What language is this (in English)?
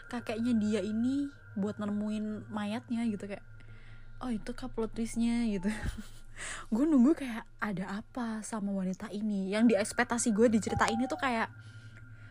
Indonesian